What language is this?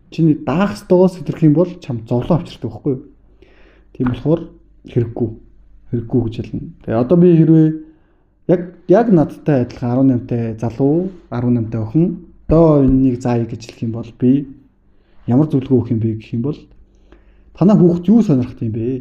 Mongolian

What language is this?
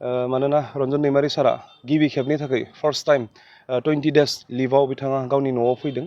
Bodo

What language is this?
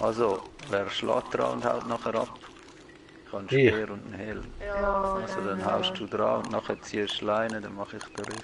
Swiss German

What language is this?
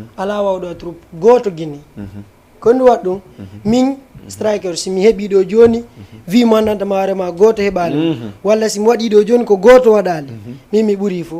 Fula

